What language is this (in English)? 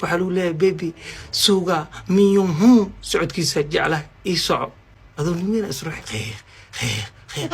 Somali